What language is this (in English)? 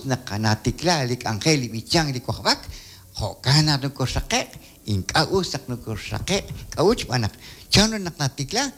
Kekchí